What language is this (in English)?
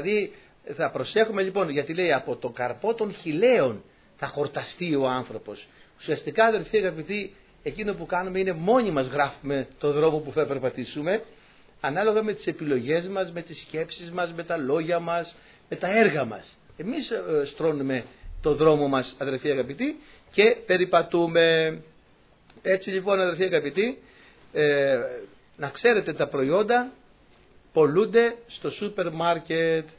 Greek